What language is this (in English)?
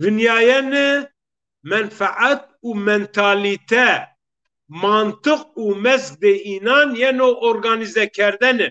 Zaza